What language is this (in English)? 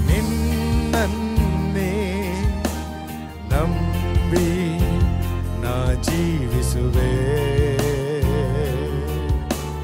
Kannada